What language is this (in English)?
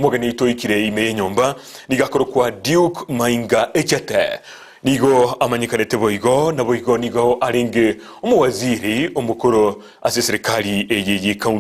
Gusii